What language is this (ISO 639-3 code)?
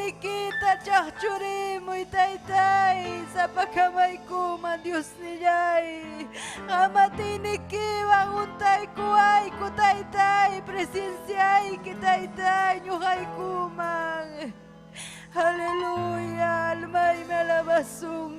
quy